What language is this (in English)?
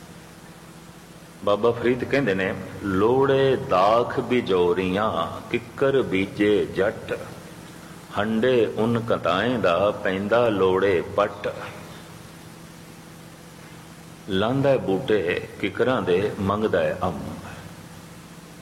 Punjabi